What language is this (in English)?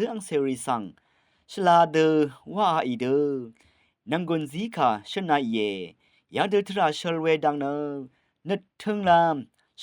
Rawang